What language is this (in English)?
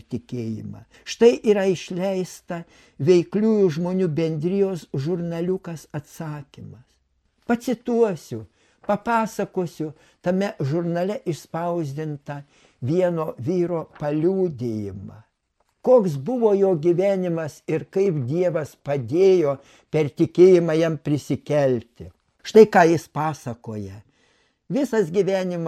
Lithuanian